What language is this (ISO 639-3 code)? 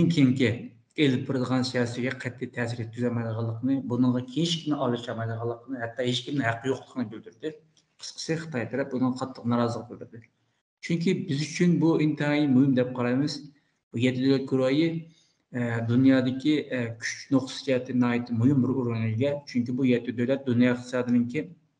uig